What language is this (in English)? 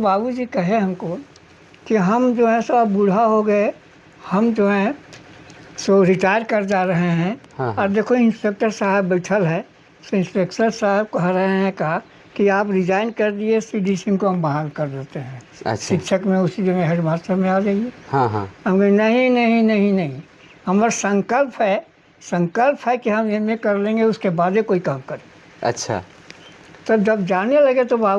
Sadri